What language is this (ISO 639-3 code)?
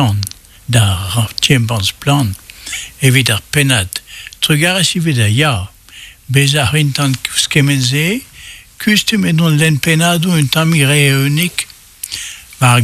bre